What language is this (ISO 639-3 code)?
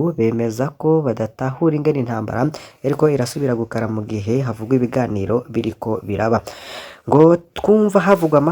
run